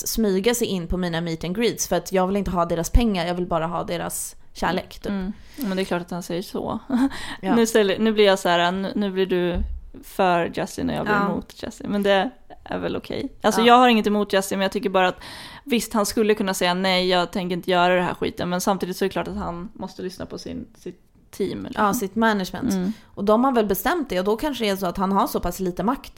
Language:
Swedish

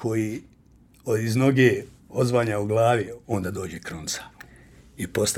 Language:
Bosnian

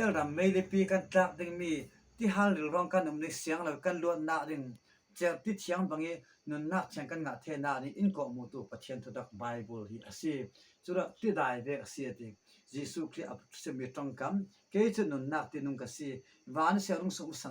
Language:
Falam Chin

